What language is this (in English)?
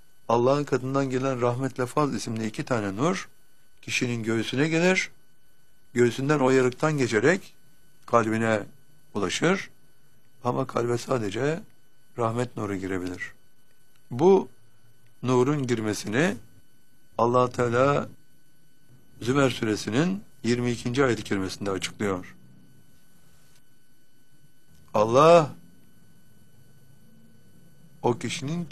Turkish